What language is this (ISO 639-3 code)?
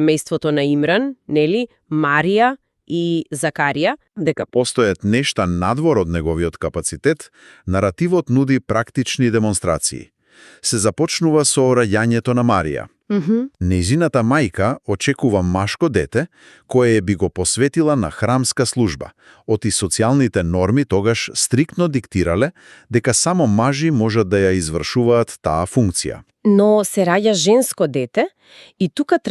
mkd